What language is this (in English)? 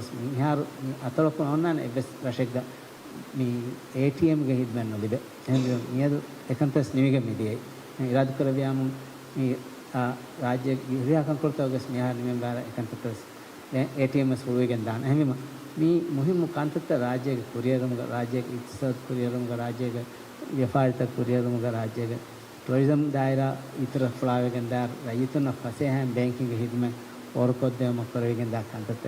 Divehi